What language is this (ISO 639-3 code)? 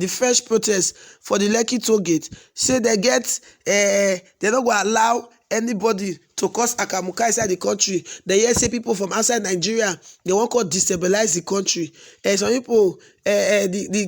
pcm